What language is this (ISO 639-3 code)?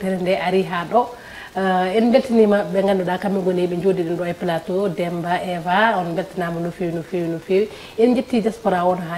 ful